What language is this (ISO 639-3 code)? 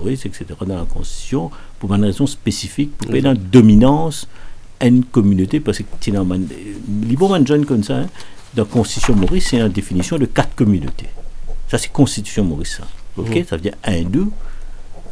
mfe